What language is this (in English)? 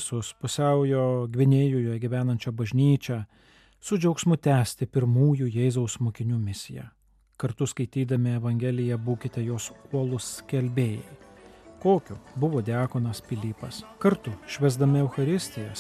Lithuanian